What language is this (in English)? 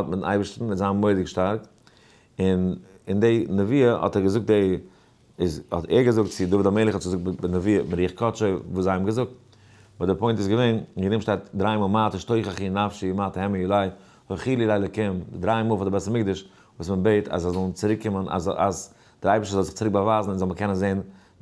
Yiddish